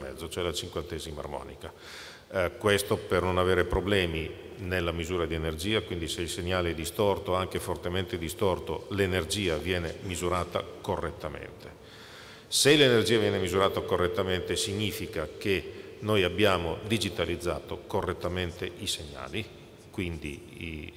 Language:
Italian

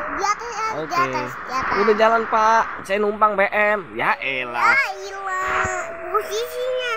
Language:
Betawi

